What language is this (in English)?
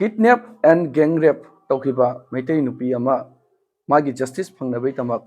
Manipuri